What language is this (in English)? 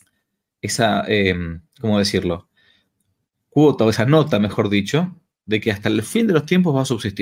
Spanish